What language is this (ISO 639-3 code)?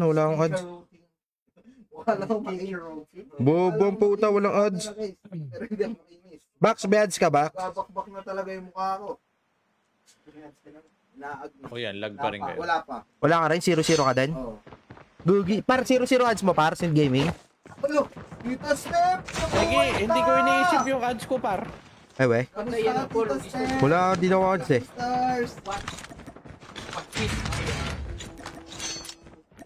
fil